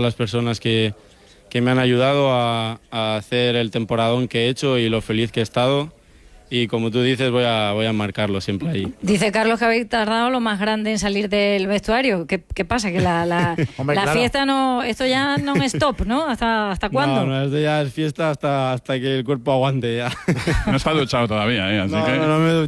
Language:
Spanish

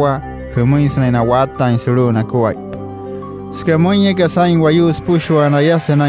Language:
Wayuu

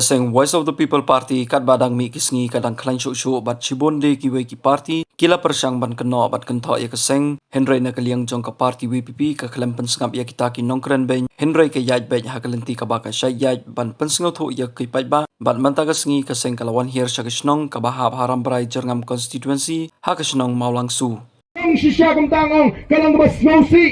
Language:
Khasi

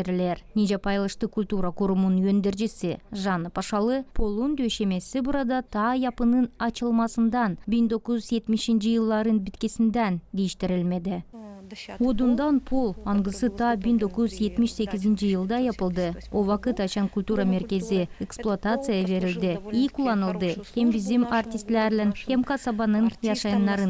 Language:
Gagauz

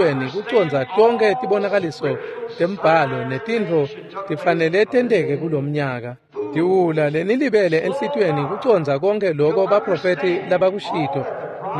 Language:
Swati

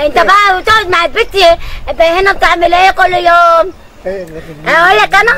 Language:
Egyptian Arabic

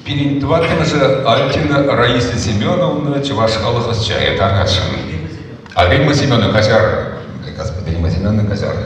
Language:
Chuvash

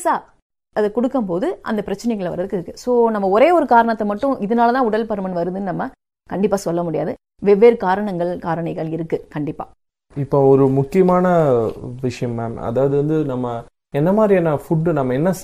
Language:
Tamil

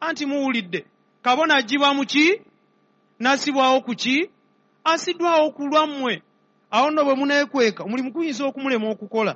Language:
Ganda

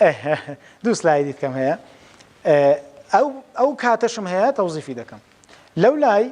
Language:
Central Kurdish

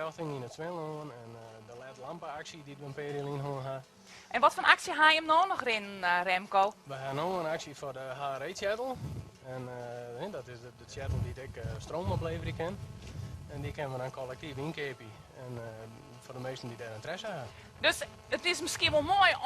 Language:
Western Frisian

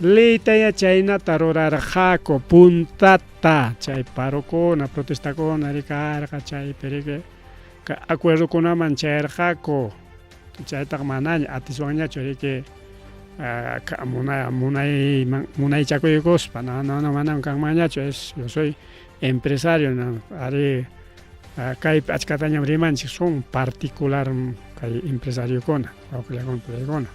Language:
Ayacucho Quechua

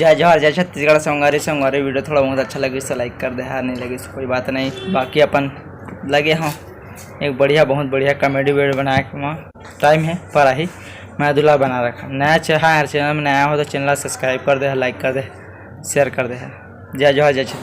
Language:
Chhattisgarhi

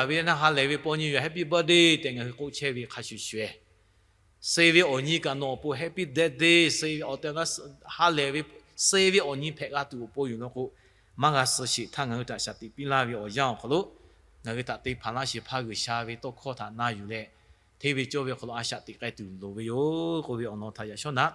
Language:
Lahu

